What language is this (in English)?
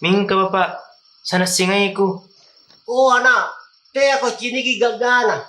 Makasar